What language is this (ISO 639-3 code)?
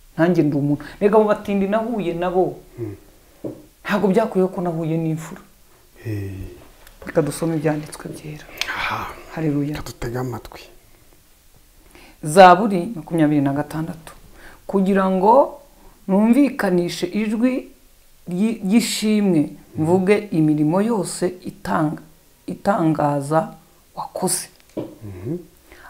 kin